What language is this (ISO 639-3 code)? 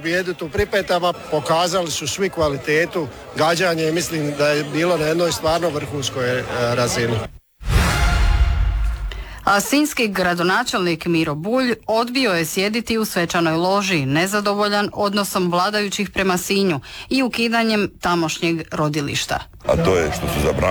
hrv